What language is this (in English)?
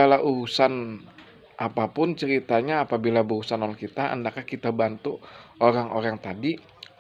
Banjar